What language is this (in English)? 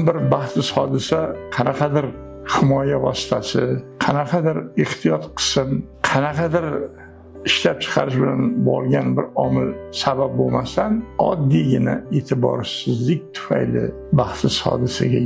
Uzbek